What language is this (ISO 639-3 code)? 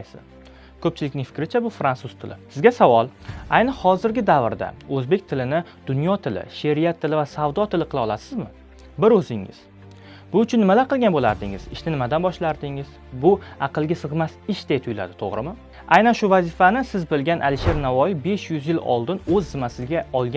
uzb